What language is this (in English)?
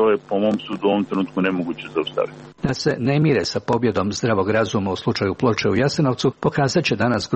Serbian